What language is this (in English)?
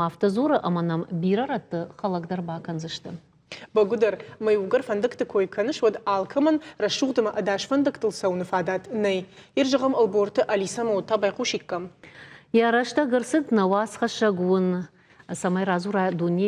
Ossetic